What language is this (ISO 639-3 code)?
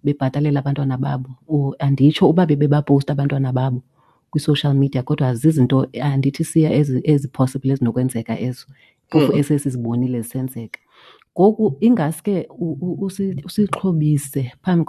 xho